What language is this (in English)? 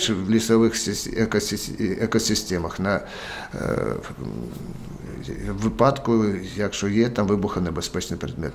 Ukrainian